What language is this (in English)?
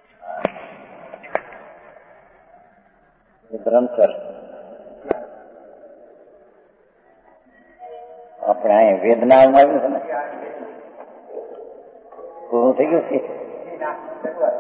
Gujarati